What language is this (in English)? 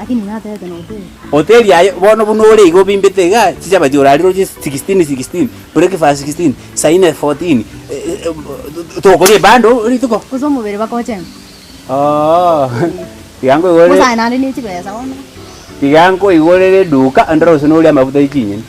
Gusii